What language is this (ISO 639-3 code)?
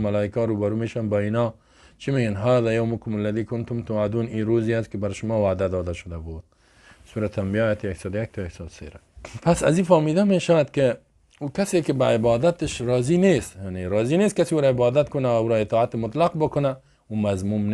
fas